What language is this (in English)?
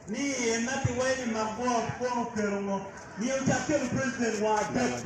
Acoli